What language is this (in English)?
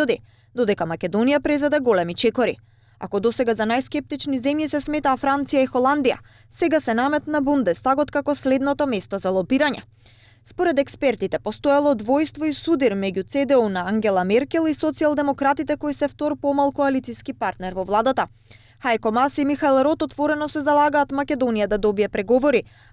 Macedonian